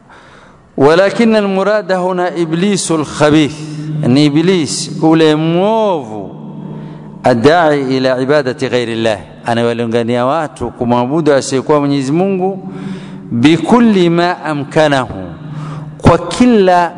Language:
Swahili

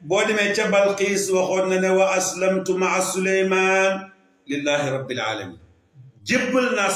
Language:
Wolof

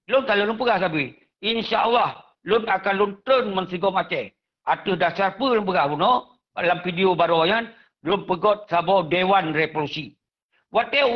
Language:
Achinese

